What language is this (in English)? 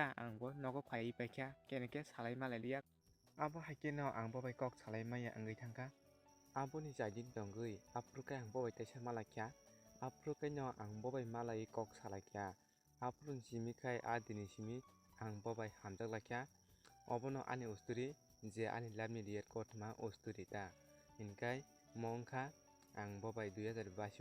Kok Borok